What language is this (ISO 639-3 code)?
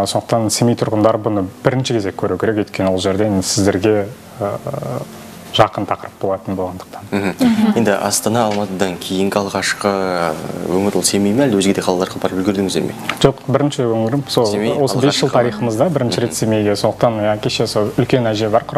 kaz